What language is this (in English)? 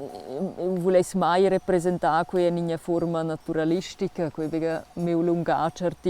Romansh